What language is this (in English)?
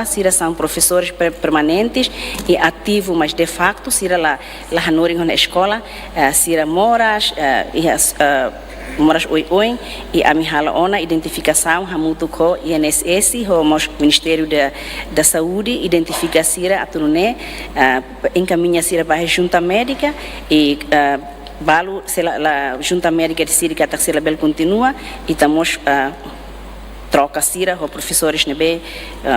Tetum